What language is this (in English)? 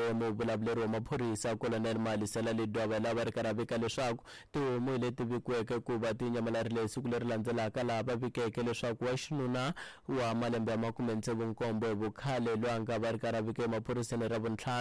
Tsonga